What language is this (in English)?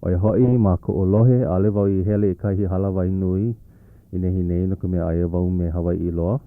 Hawaiian